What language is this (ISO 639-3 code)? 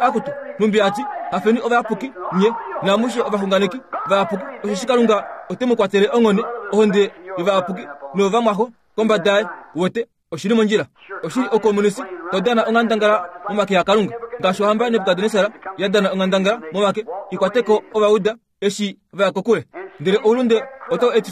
kua